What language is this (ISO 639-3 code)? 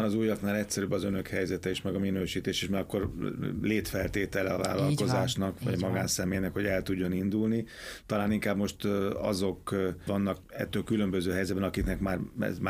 hun